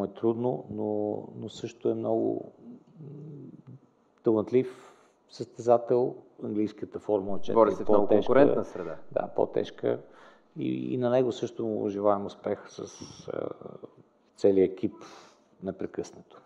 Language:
Bulgarian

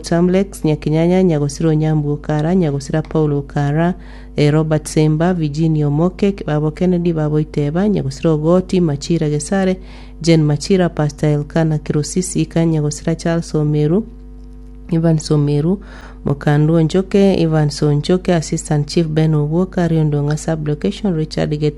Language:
Gusii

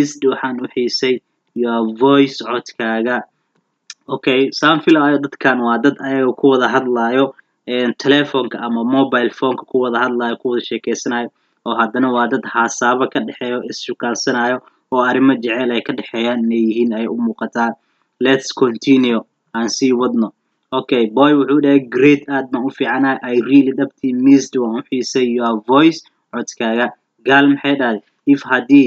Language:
Somali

